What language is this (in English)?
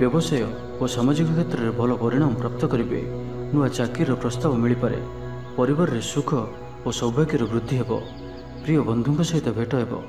Odia